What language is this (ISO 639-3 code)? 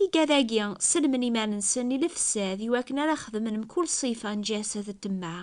kab